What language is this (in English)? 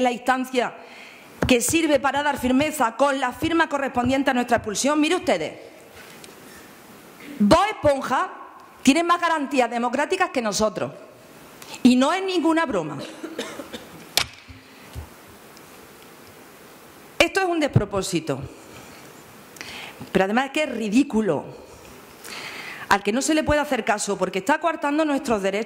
Spanish